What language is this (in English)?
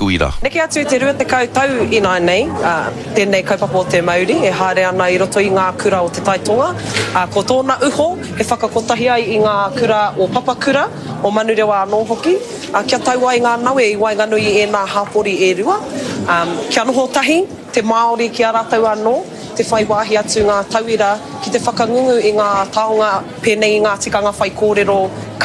Māori